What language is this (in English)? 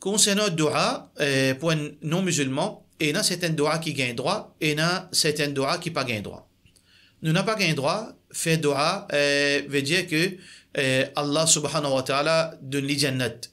Morisyen